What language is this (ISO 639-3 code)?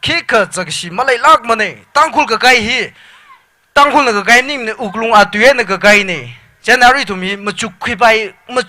nmf